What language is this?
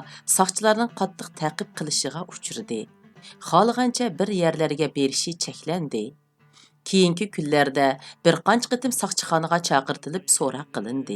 Uyghur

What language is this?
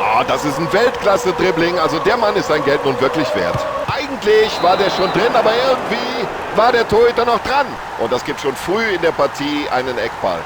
Bavarian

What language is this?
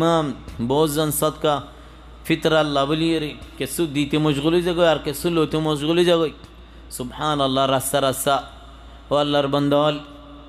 Rohingya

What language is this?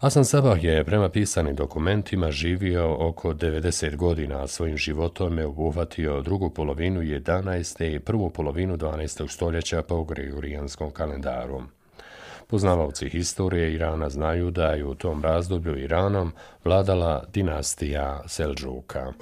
Bosnian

